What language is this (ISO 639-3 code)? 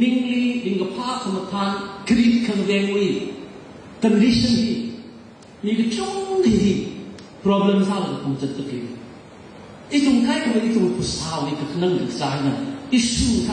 nmf